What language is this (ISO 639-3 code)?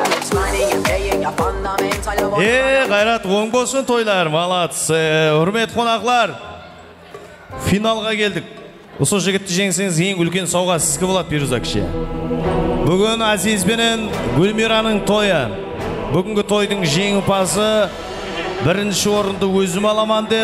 kaa